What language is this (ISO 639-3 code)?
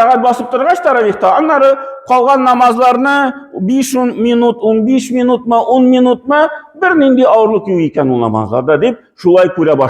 tat